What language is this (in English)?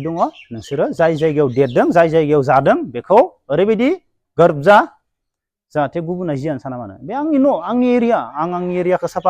Bodo